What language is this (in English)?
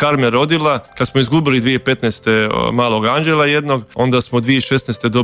Croatian